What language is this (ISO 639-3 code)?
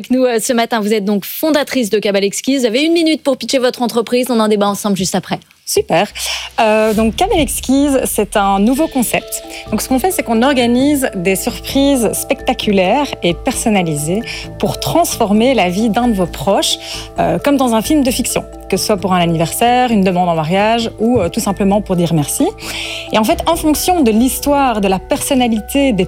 fra